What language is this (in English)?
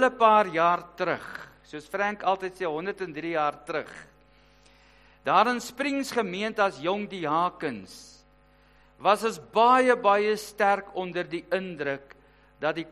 Afrikaans